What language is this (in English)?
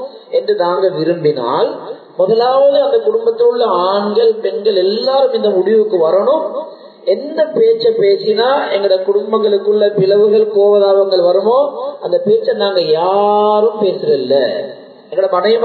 Tamil